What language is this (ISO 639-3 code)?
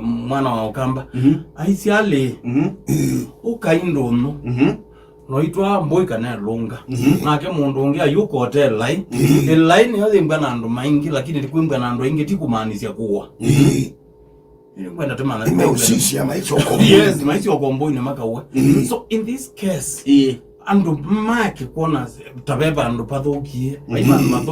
kam